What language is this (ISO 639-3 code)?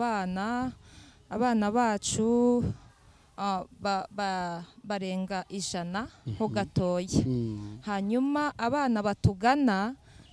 kin